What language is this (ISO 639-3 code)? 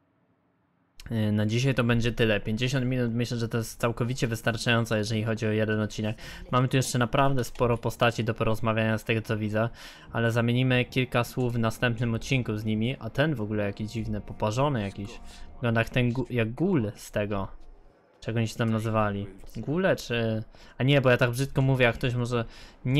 pol